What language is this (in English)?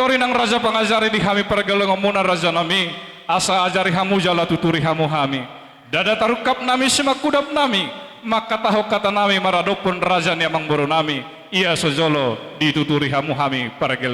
Batak Toba